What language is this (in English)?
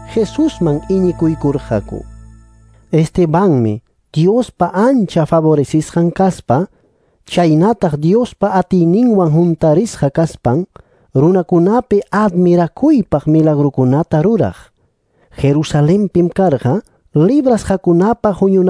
Ayacucho Quechua